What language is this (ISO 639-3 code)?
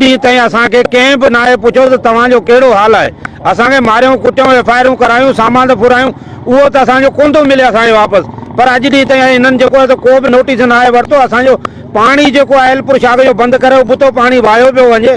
snd